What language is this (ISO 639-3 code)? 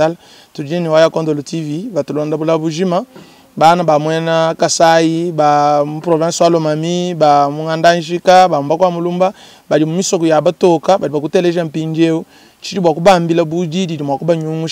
lua